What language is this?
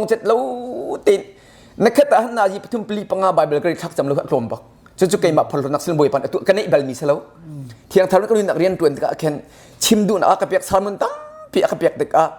Hakha Chin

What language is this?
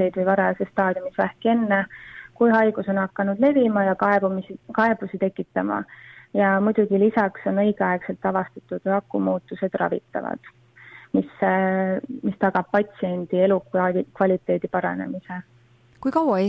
Estonian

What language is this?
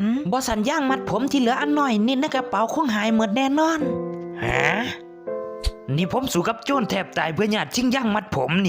Lao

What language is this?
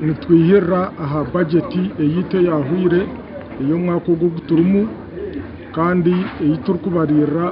Nyankole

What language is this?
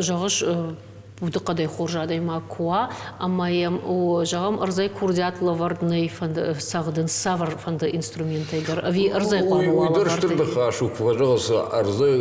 Ossetic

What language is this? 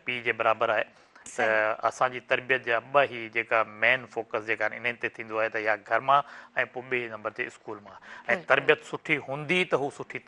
Sindhi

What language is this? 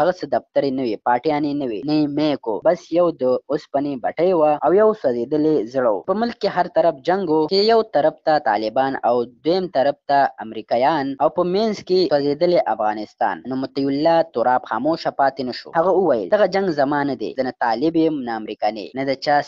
Pashto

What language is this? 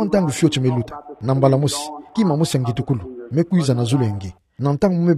Kituba (Democratic Republic of Congo)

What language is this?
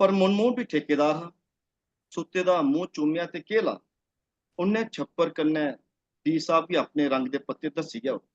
Dogri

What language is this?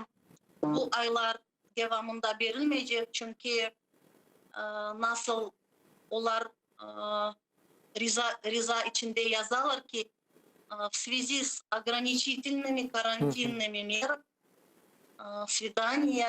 Crimean Tatar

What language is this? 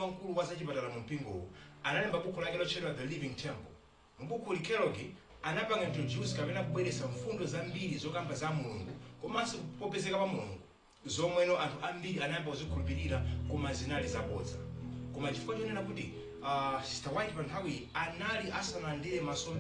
Nyanja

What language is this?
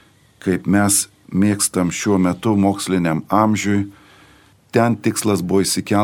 Lithuanian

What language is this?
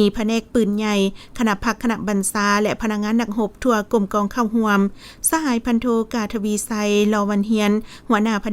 Lao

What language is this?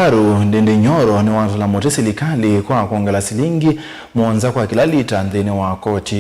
Kamba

